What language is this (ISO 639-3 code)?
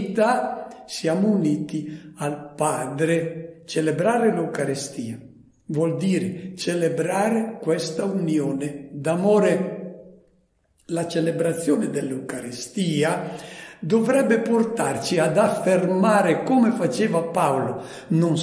ita